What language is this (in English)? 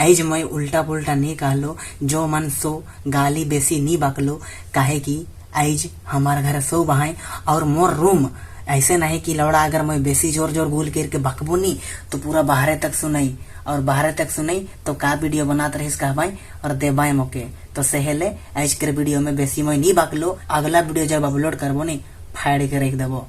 Sadri